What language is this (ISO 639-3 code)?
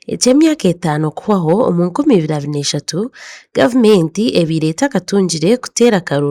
nyn